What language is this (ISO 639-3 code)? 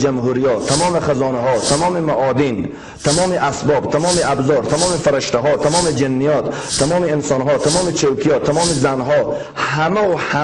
fas